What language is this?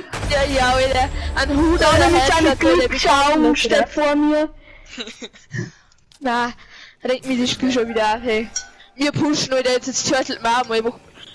Bavarian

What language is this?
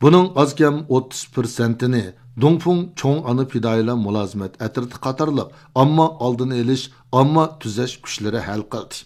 Uyghur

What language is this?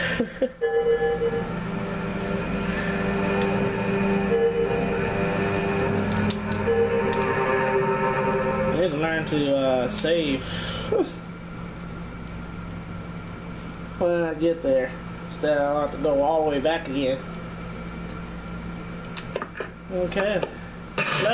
English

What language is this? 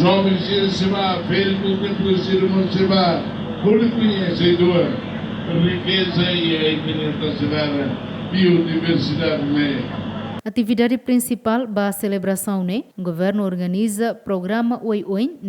Tetum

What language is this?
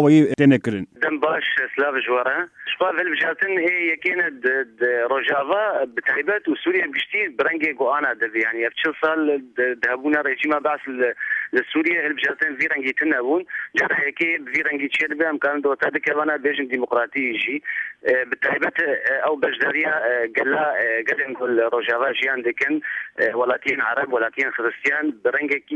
Kurdish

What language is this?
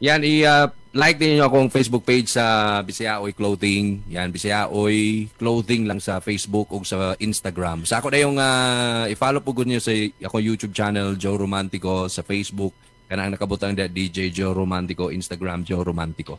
Cebuano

